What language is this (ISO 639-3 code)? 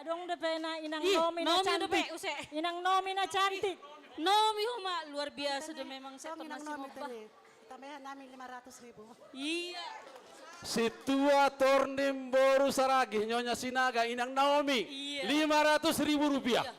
bts